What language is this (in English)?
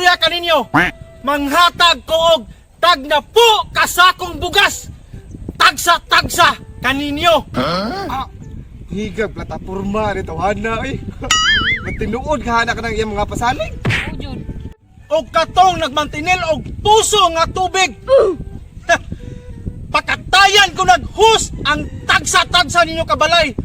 Cebuano